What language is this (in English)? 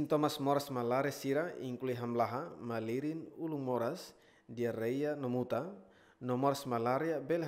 Tetum